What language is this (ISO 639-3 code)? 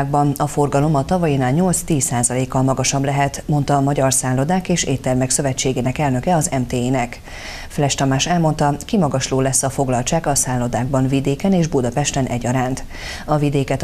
hun